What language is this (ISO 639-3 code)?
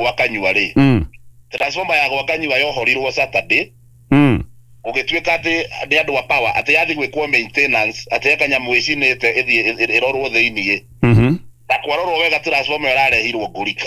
kik